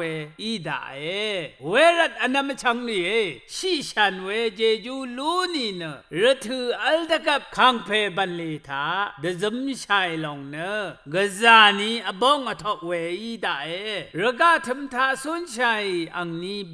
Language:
Rawang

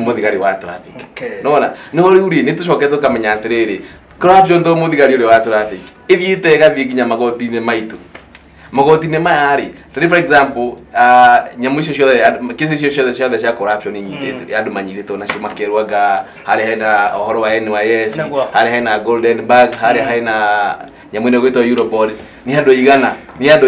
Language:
Kikuyu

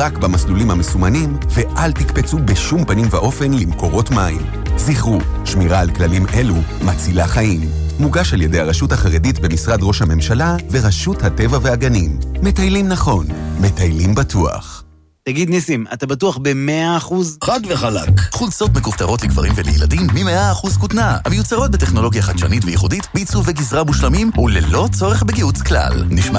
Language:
Hebrew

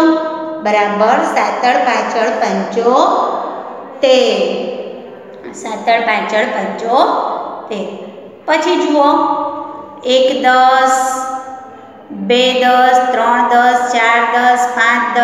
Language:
Gujarati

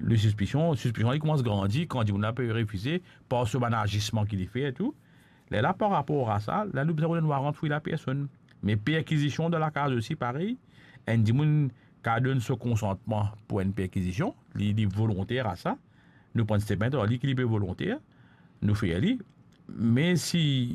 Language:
Morisyen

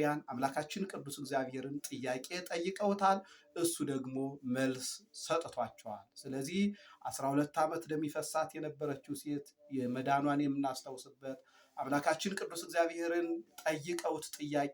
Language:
Amharic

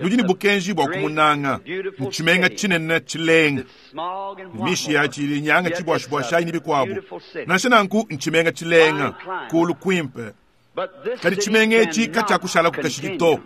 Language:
Luba-Lulua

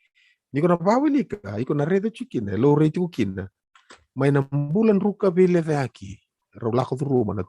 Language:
Fijian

